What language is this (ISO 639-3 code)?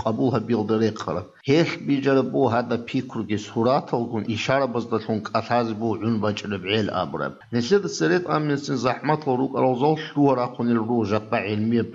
ava